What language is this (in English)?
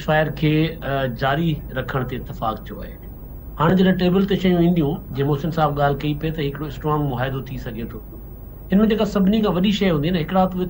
Sindhi